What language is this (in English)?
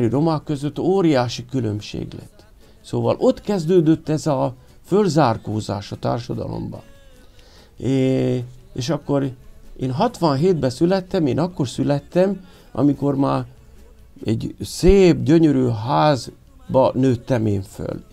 Hungarian